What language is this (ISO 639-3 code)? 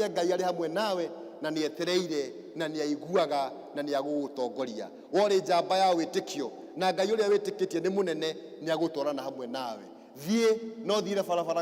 kik